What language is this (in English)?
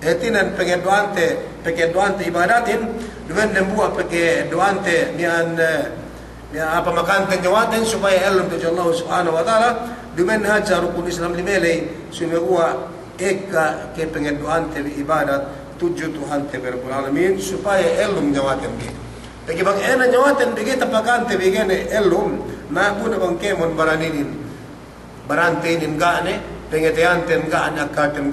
Yakan